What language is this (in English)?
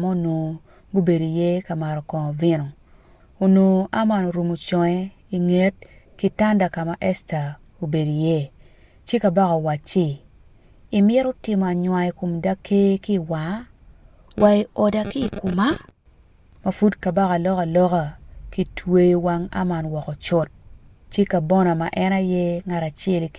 Acoli